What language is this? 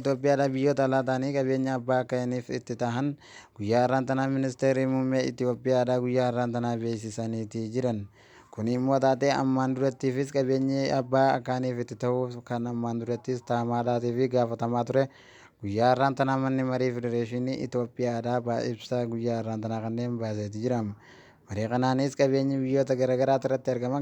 Oromo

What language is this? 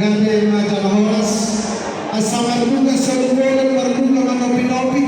Batak Toba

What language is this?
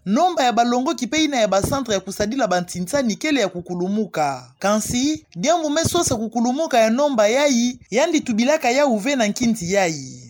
Kituba (Democratic Republic of Congo)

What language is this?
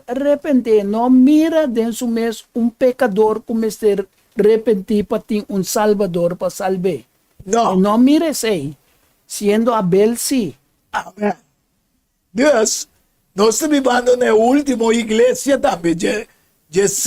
Papiamento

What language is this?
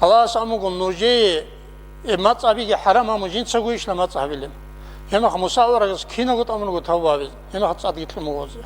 Avaric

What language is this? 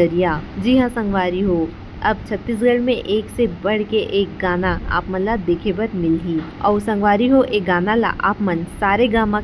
Chhattisgarhi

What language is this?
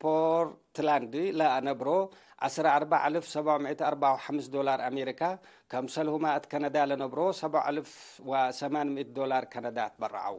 Tigre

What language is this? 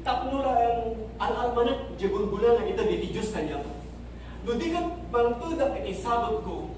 Iloko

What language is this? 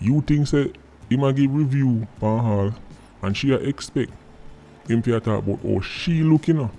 Jamaican Creole English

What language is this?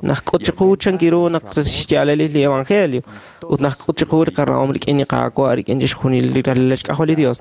Kekchí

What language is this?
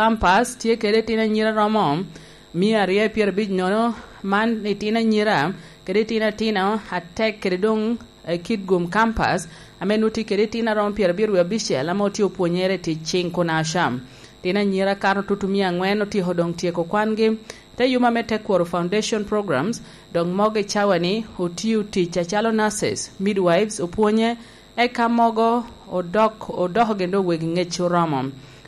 Lango (Uganda)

